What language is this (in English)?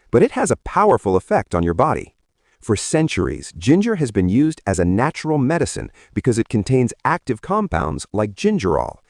English